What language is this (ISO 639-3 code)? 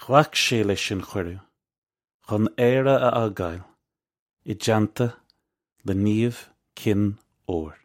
gle